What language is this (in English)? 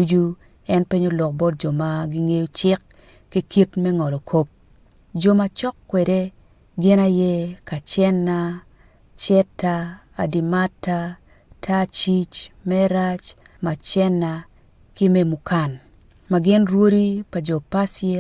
Acoli